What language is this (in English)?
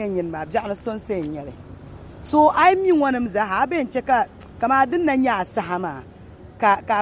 Dagbani